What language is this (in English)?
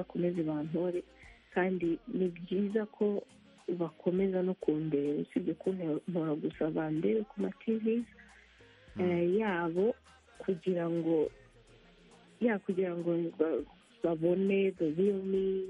Kinyarwanda